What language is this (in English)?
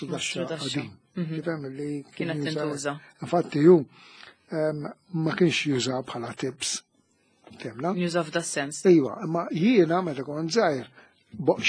Maltese